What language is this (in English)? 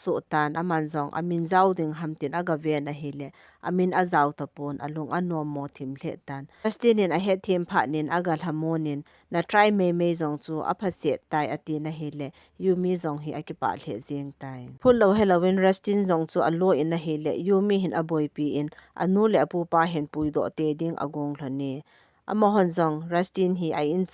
Thado Chin